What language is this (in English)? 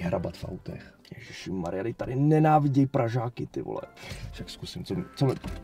Czech